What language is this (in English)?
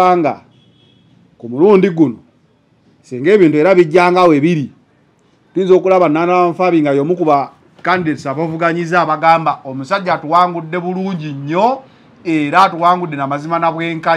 Ganda